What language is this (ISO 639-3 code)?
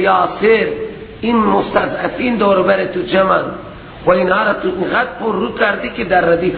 fas